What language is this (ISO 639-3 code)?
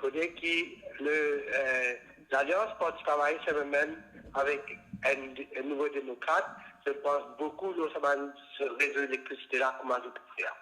mfe